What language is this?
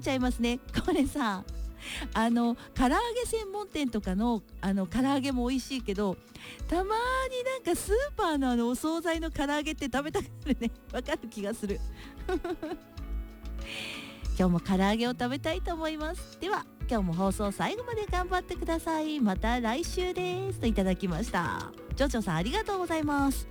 Japanese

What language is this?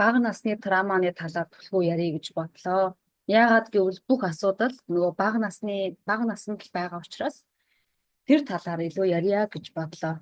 Mongolian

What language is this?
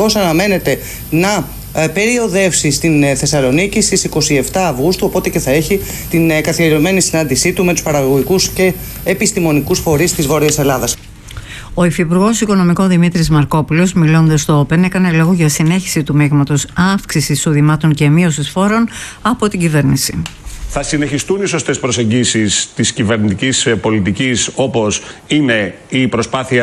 Greek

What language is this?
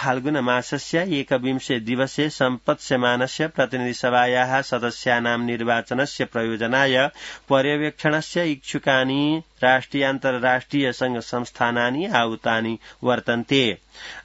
Sanskrit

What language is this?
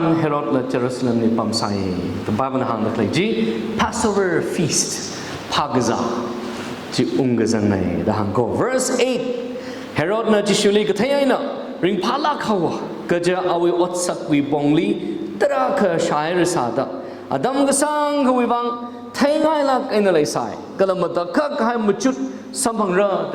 Tangkhul Naga (India)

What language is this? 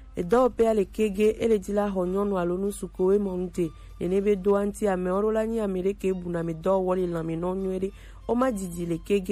Gen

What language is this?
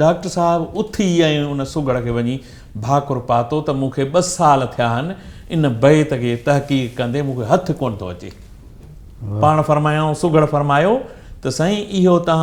Sindhi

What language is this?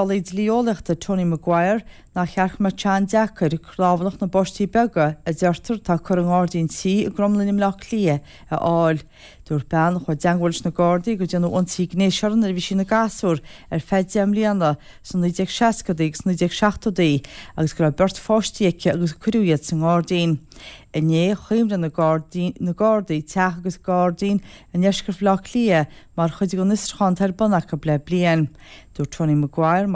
Irish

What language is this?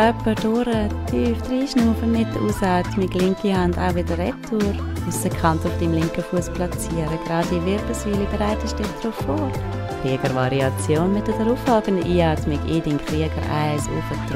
Swiss German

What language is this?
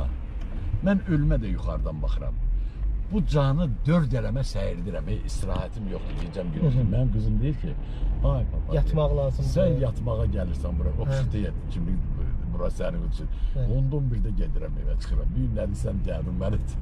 Azerbaijani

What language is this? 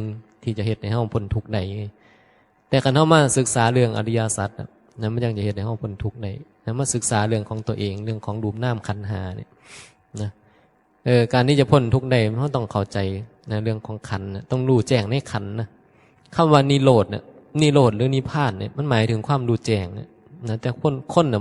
Northeastern Thai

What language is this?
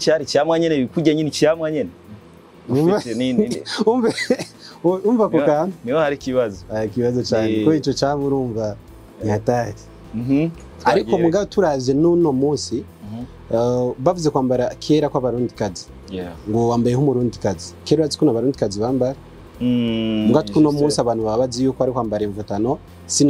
Rundi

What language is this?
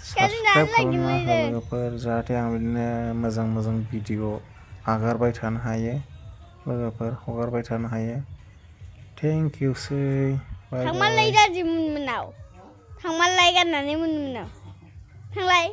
Bodo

